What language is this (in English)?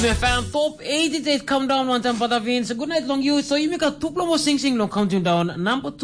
Tok Pisin